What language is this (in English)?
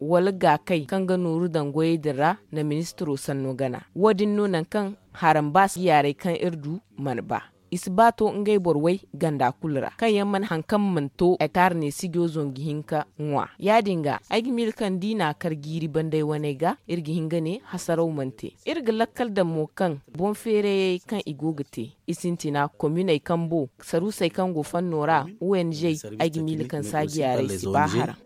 Zarma